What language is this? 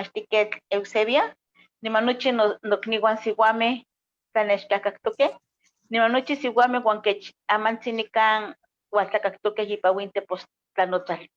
Eastern Huasteca Nahuatl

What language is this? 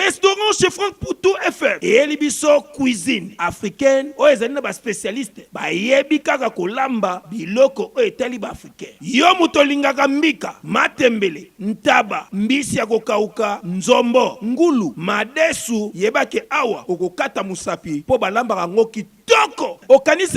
Lingala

